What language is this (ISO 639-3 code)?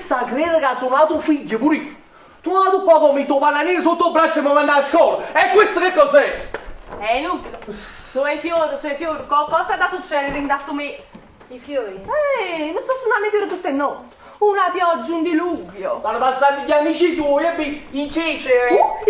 nap